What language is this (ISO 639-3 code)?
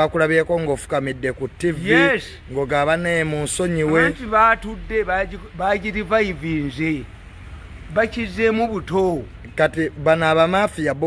lug